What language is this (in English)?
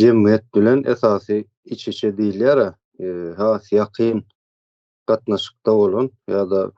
Turkmen